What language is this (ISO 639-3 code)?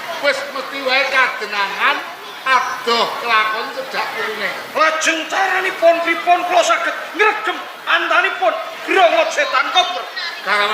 jav